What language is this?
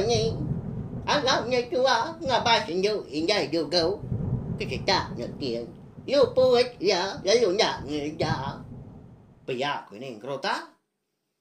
Iban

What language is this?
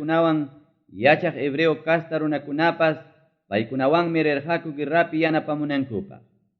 Ayacucho Quechua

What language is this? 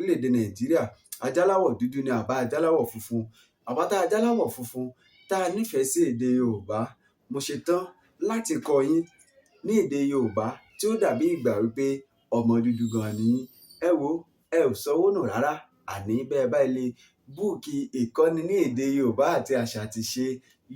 Yoruba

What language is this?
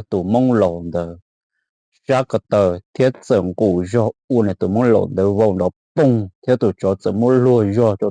Hmong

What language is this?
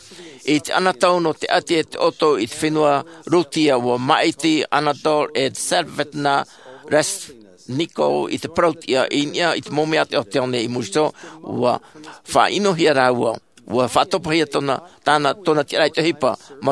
Tahitian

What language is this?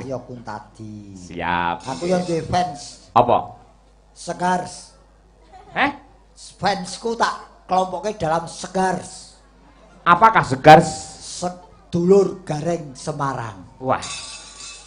Javanese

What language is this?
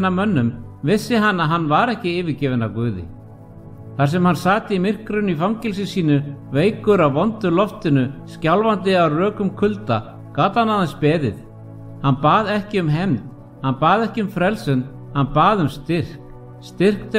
Icelandic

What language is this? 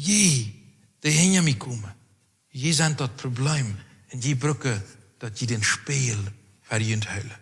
Plautdietsch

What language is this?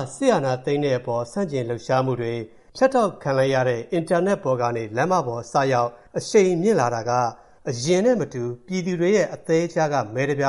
Burmese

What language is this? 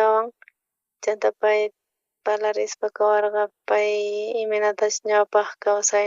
South Bolivian Quechua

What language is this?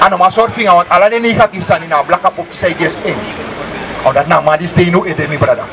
Sranan Tongo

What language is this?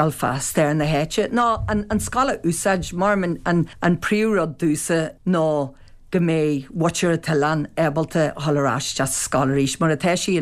Irish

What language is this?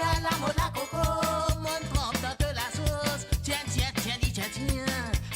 Morisyen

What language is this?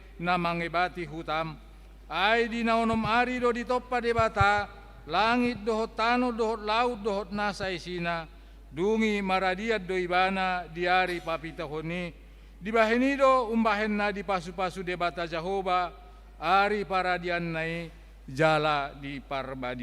Batak Toba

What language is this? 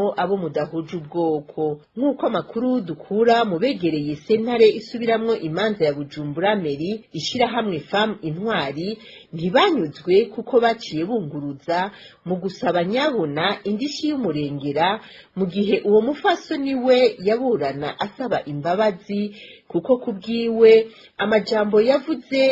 Rundi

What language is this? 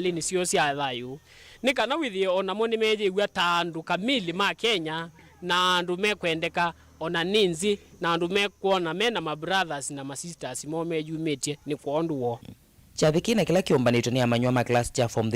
Kamba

